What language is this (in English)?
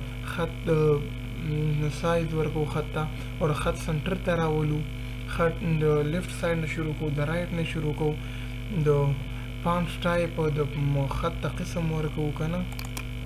Pashto